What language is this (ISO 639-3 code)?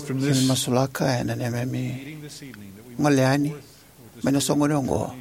fij